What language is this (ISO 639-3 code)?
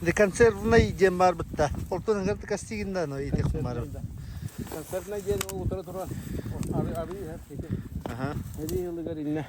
sah